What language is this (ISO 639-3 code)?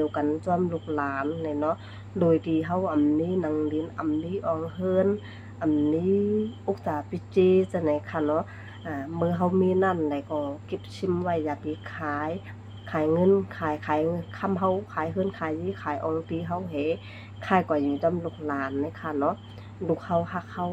shn